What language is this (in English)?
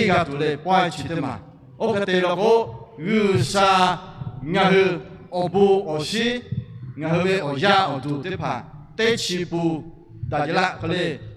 Lahu